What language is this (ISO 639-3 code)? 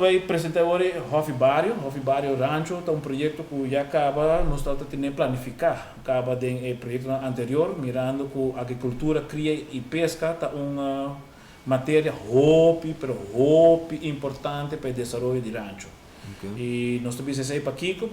pap